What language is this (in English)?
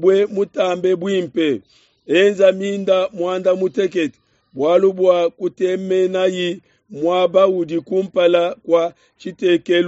Luba-Lulua